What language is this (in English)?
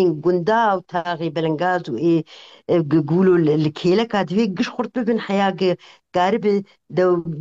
Kurdish